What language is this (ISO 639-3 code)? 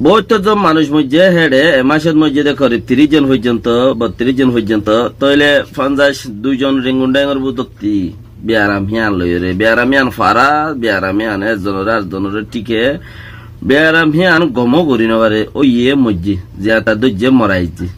rhg